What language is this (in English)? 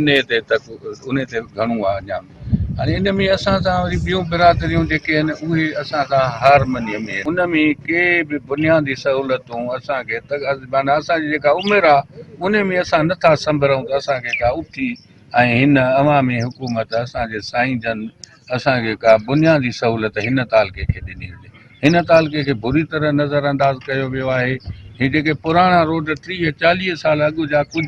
Sindhi